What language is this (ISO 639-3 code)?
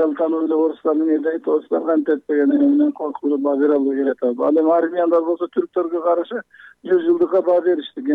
kir